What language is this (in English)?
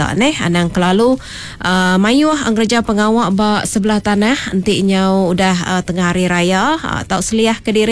Iban